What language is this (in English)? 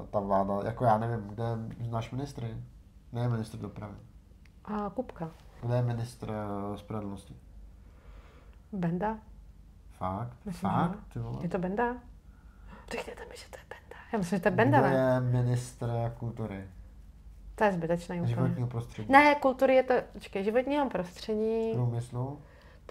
Czech